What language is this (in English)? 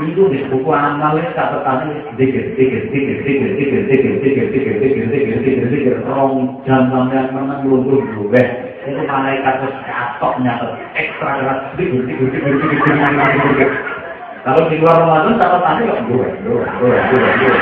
Javanese